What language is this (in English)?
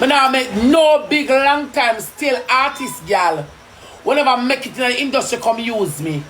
Jamaican Creole English